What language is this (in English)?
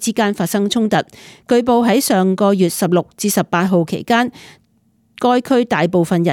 Cantonese